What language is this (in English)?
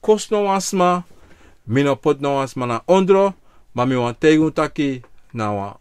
Sranan Tongo